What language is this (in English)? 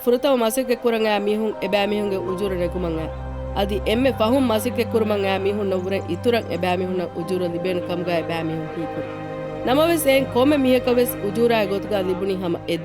Divehi